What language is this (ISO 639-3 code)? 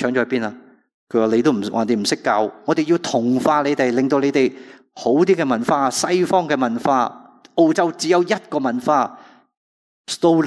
yue